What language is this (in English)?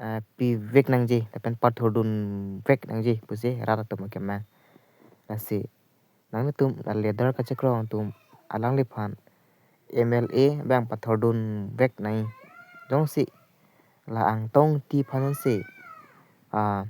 Karbi